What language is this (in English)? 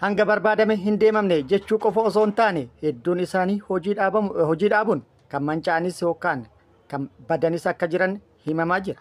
Oromo